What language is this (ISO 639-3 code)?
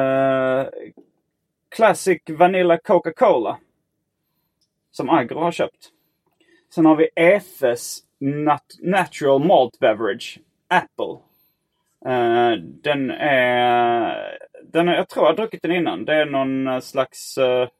swe